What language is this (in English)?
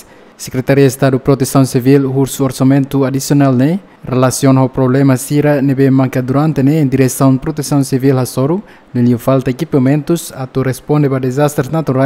Tetum